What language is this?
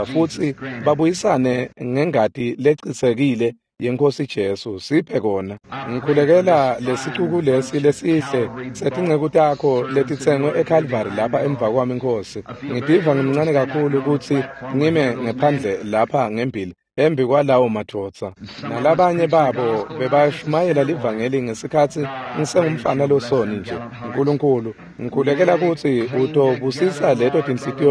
Swati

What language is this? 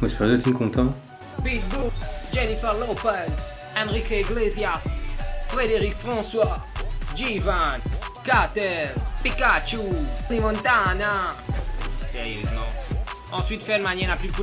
Morisyen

